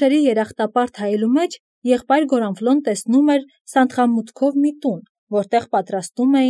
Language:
Armenian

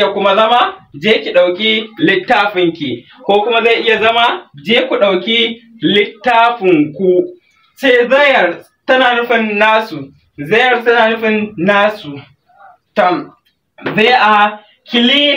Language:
Hausa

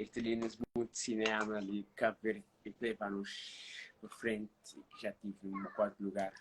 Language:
Kabuverdianu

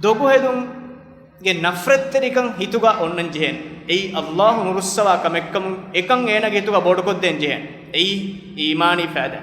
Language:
Divehi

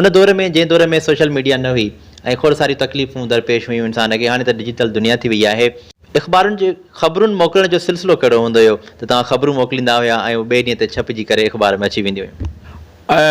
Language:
Sindhi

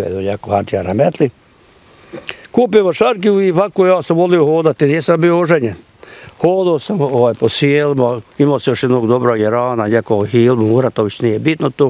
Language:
Bosnian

